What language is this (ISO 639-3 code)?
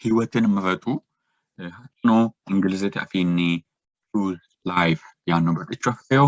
sid